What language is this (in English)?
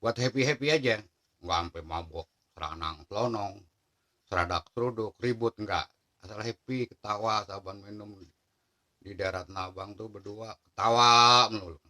Betawi